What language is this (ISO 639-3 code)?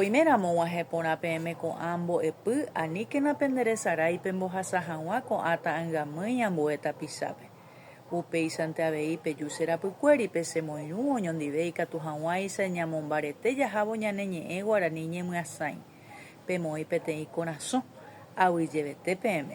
grn